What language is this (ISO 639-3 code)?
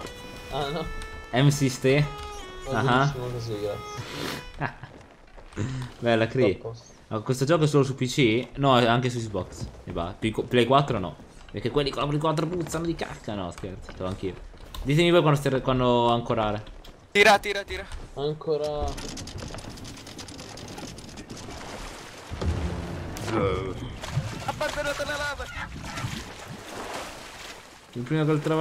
ita